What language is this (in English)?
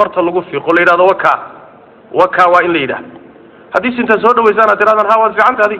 Somali